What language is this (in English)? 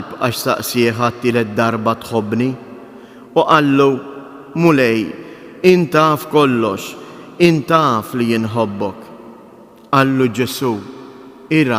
Maltese